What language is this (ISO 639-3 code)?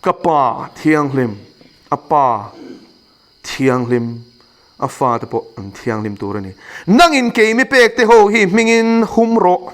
lus